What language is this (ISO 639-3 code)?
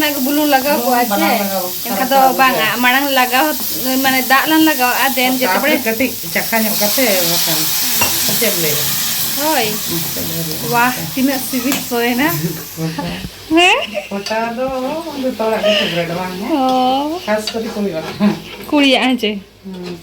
sat